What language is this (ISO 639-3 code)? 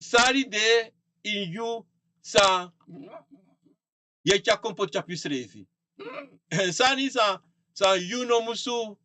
srn